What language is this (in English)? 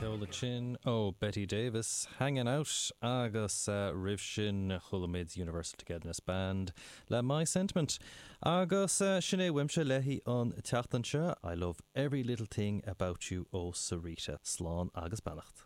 Irish